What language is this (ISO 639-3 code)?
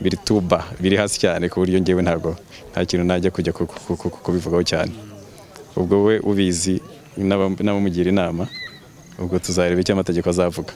kin